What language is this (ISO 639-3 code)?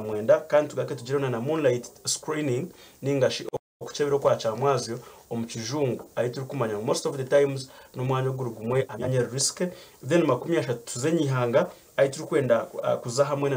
nyn